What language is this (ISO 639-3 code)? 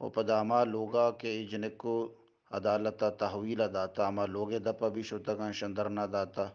bgp